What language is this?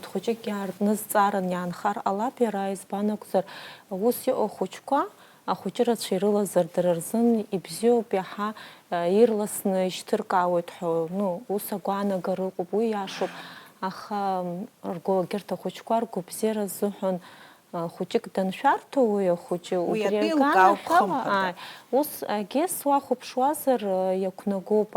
Abkhazian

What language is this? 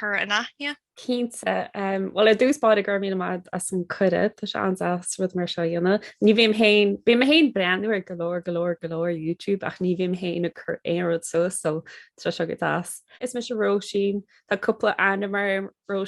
Irish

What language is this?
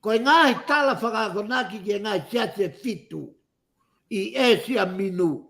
Tongan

